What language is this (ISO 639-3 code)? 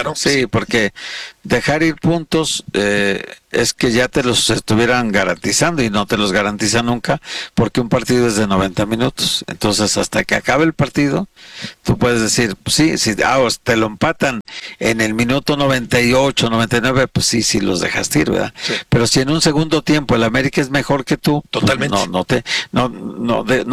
spa